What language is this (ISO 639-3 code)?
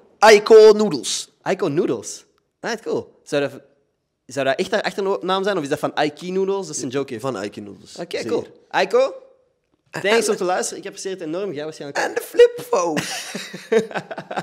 nld